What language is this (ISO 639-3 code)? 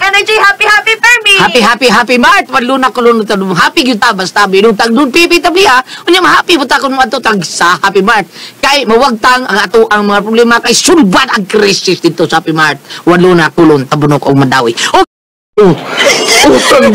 ceb